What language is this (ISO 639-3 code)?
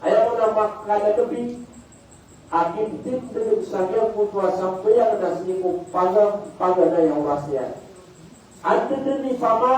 mrw